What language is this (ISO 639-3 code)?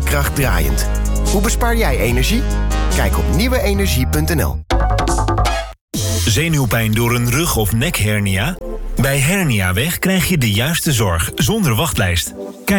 nld